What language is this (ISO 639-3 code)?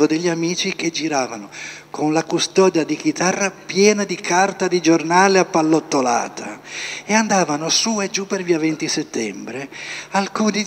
ita